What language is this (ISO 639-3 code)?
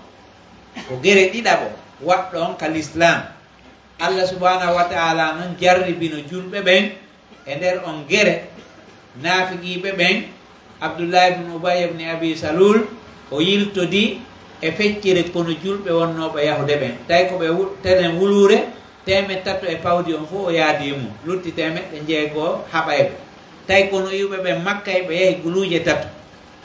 fuf